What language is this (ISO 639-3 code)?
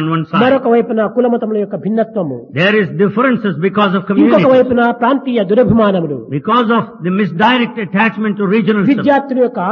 tel